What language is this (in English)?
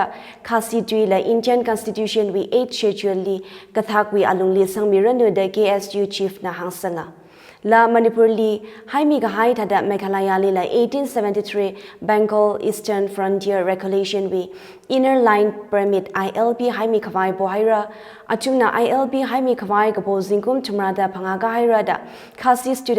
Tangkhul Naga (India)